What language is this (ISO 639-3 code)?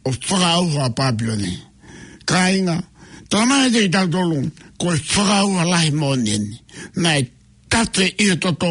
ton